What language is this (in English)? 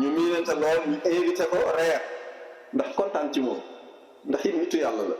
Wolof